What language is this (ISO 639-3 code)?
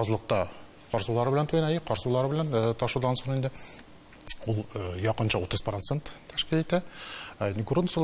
tat